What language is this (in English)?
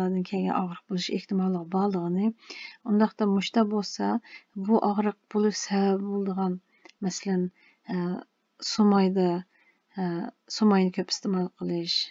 Uyghur